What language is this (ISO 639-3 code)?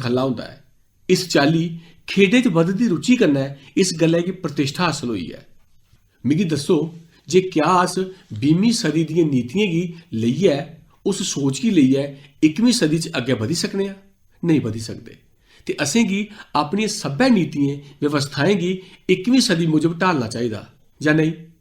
doi